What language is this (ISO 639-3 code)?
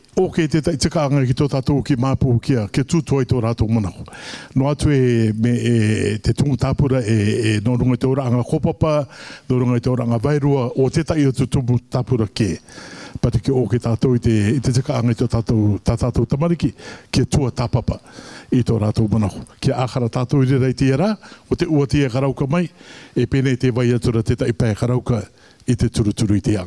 rar